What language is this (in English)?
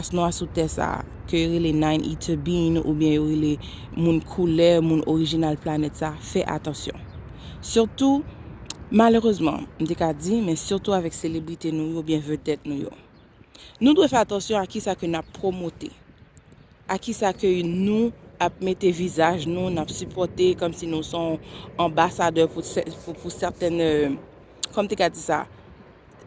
Haitian Creole